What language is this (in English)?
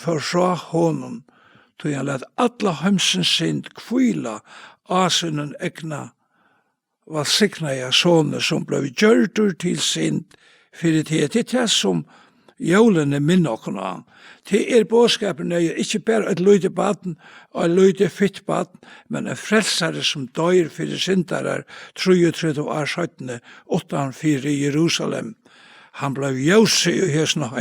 Faroese